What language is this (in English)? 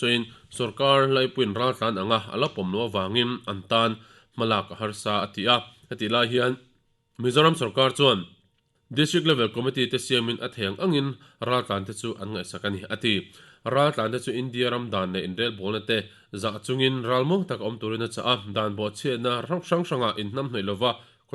Mizo